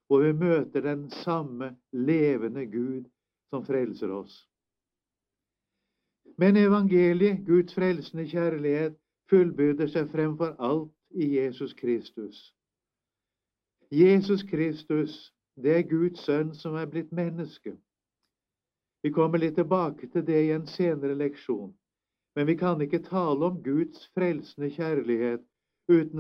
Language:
Norwegian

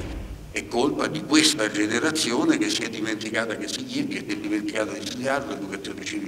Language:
Italian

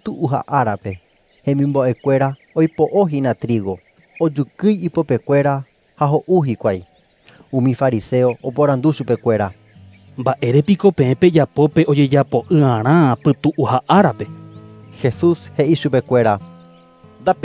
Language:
Guarani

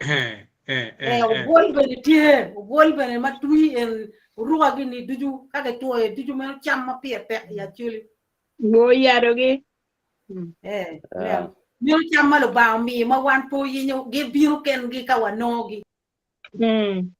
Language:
Acoli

